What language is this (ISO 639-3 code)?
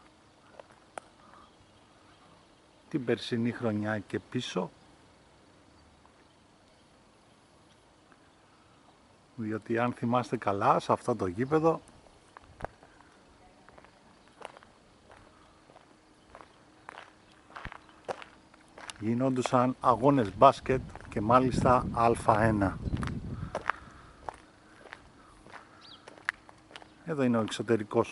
ell